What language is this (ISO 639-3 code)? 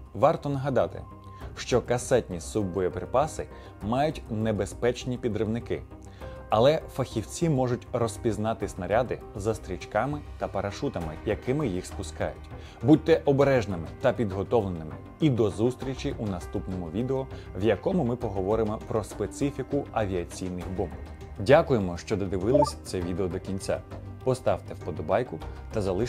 ukr